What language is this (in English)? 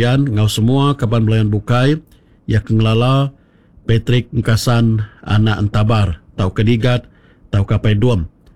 Iban